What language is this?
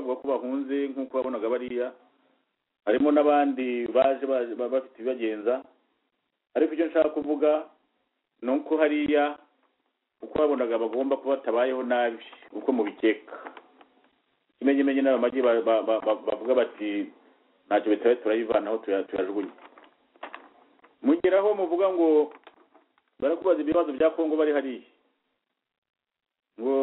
Kinyarwanda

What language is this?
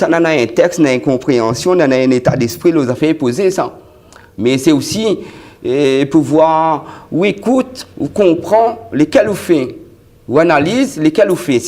Réunion Creole French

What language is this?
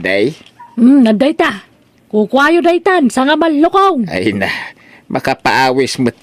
Iloko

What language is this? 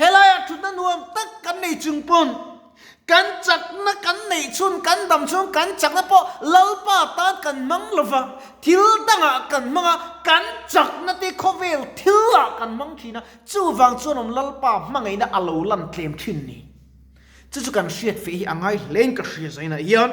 Mizo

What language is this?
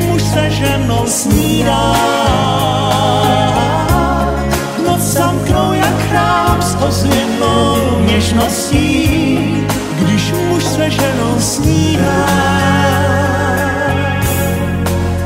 Czech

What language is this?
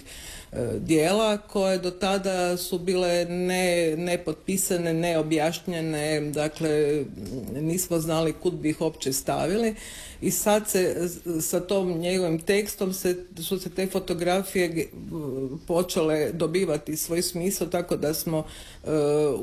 Croatian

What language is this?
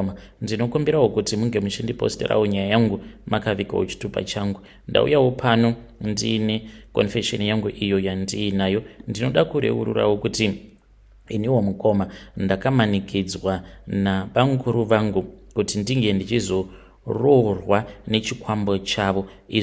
Shona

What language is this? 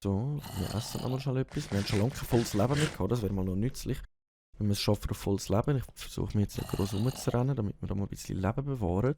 Swiss German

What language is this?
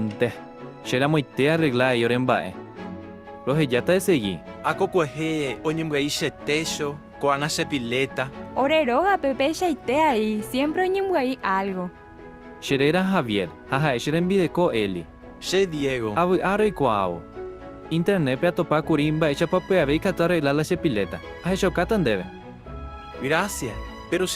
Guarani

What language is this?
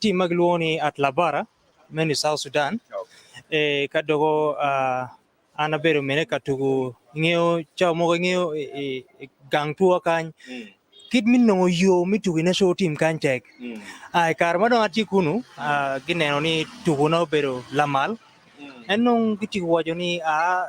Acoli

